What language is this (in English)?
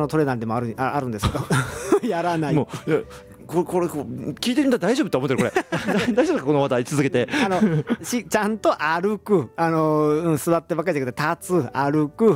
Japanese